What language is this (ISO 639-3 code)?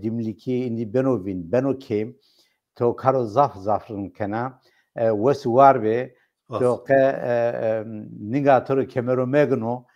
zza